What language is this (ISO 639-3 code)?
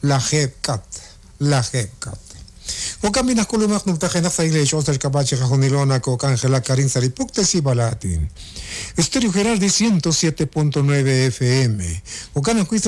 kek